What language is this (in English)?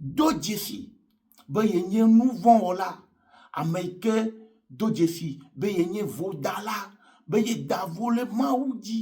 Ewe